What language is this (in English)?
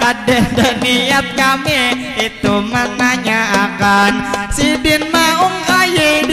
Banjar